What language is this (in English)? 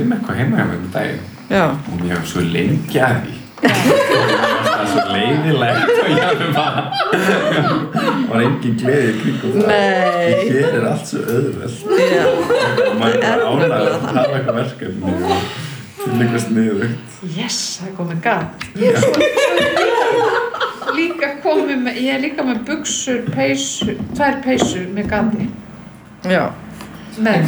Icelandic